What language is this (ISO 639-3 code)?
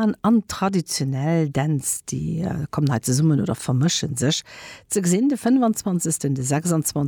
ltz